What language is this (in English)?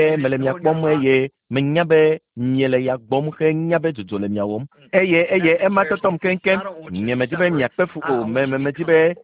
Ewe